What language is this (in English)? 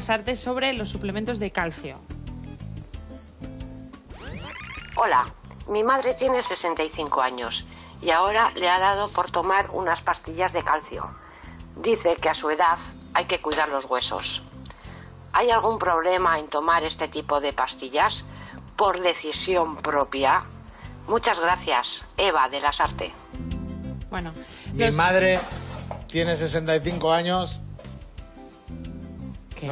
Spanish